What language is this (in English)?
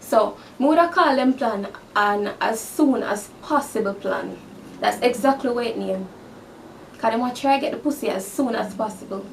Jamaican Creole English